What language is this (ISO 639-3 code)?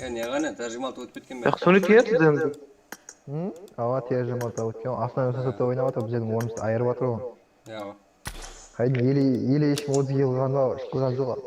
kaa